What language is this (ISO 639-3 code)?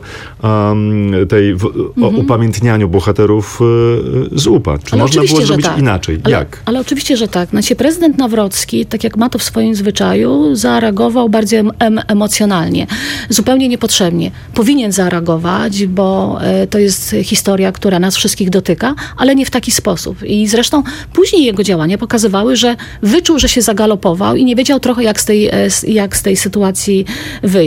pol